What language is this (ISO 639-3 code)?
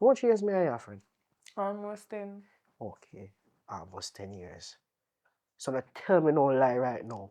jam